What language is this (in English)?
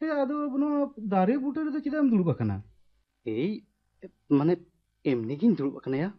Santali